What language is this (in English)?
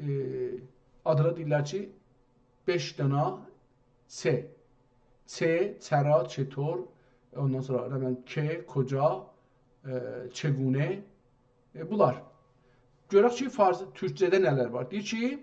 South Azerbaijani